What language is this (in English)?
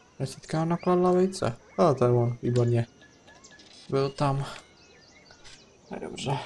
Czech